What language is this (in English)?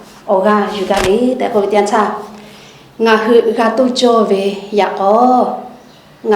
Lahu